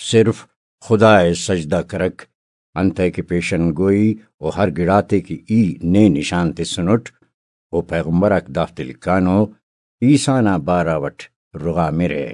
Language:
Brahui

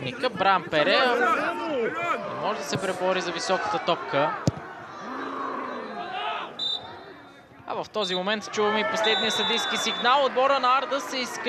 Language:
Bulgarian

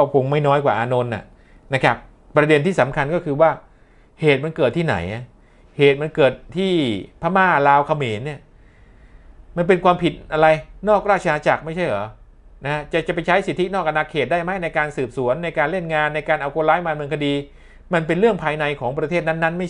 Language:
Thai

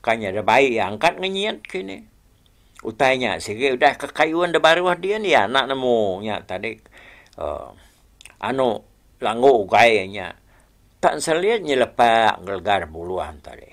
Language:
Iban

